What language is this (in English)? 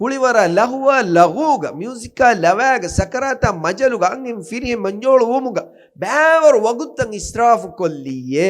Divehi